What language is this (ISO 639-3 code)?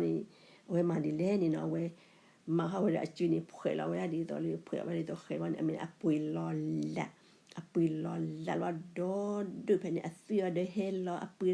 ksw